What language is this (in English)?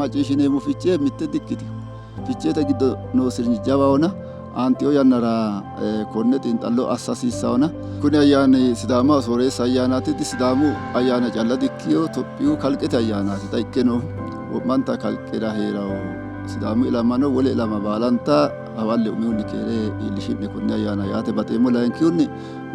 Sidamo